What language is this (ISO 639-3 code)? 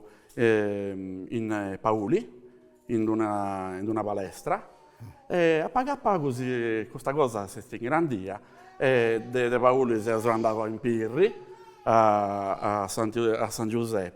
srd